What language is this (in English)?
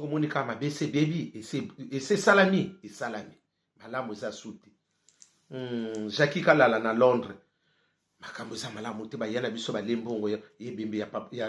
Lingala